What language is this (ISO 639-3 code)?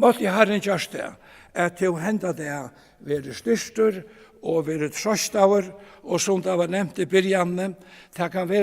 fao